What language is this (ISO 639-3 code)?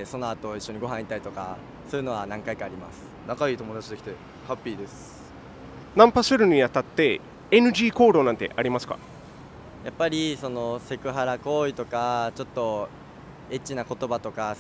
jpn